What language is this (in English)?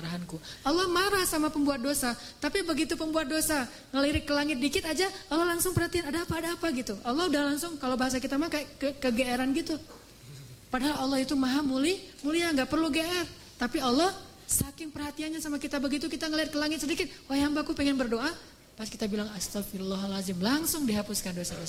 Indonesian